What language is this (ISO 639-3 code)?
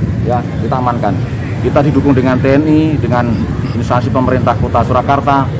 ind